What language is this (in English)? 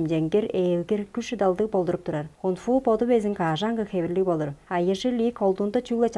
Tuvinian